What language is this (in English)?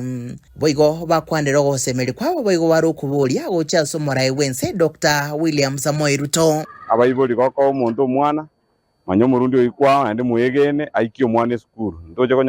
Gusii